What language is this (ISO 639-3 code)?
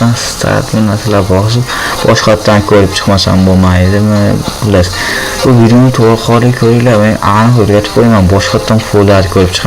uzb